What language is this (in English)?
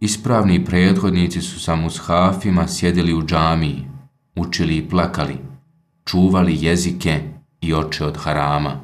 Bosnian